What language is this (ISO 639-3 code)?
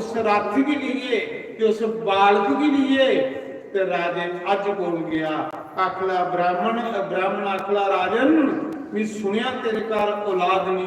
doi